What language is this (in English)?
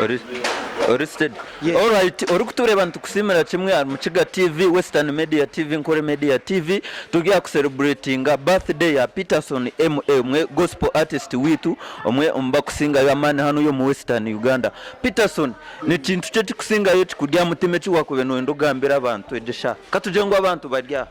Nyankole